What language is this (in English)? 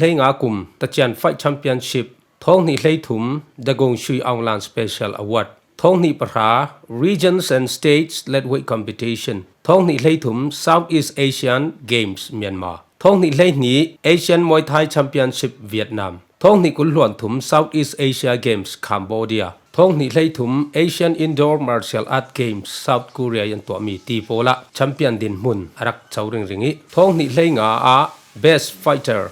Falam Chin